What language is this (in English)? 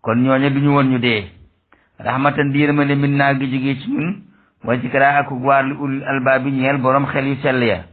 Wolof